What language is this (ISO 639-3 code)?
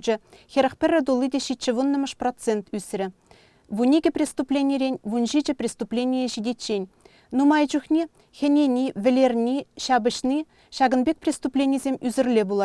chv